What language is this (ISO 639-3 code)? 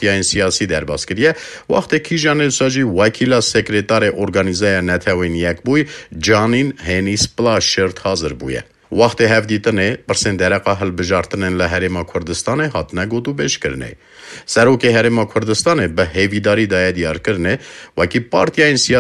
kur